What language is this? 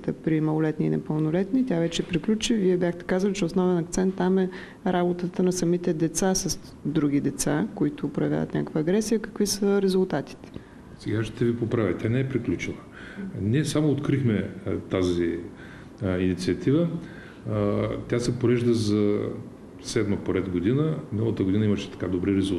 Bulgarian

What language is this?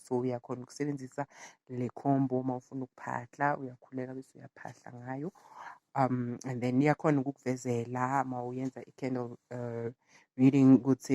Zulu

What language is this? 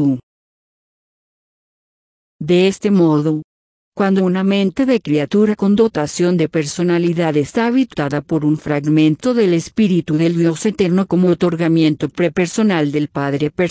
Spanish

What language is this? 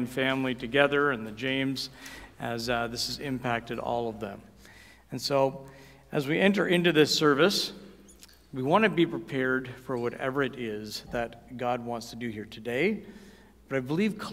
English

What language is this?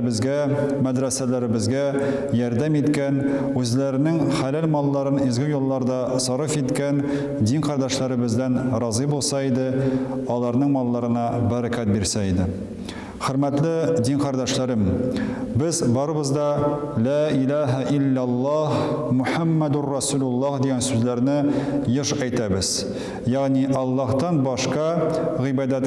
Tatar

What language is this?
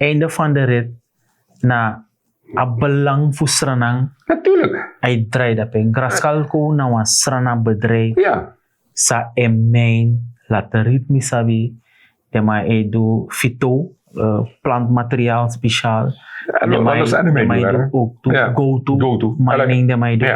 Sranan Tongo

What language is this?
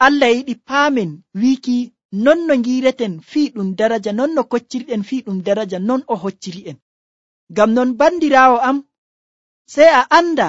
Nigerian Fulfulde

